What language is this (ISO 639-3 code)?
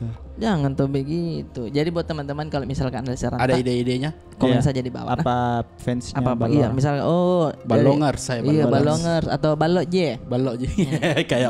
mfp